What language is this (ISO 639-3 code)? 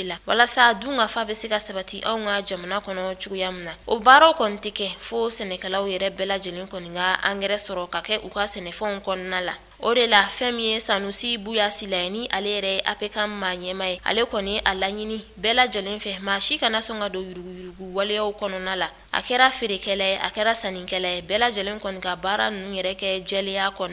bam